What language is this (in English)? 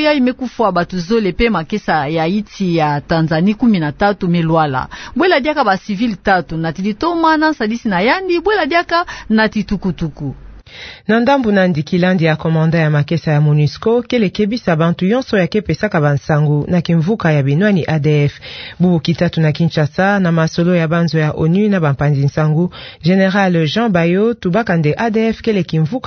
Kituba (Democratic Republic of Congo)